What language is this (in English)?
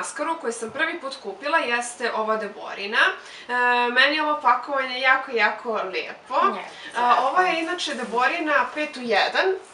Serbian